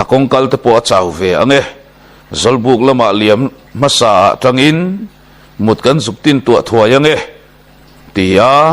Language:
Mizo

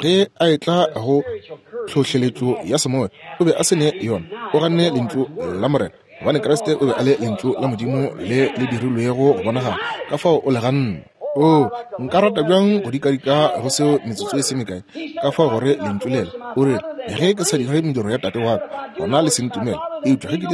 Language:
Northern Sotho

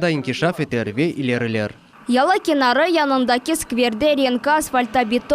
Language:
Crimean Tatar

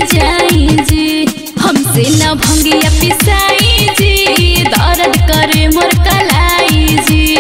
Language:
Bhojpuri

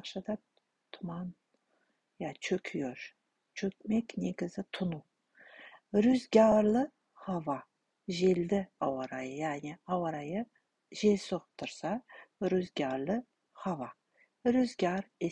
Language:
Kazakh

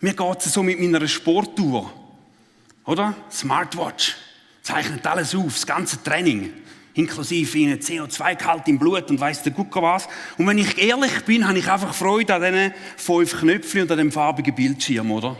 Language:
Swiss German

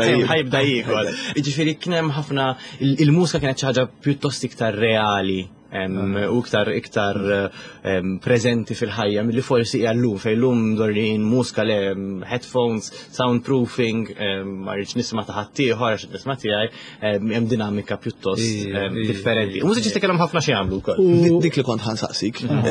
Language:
Maltese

